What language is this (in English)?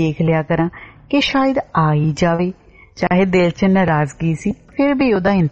Punjabi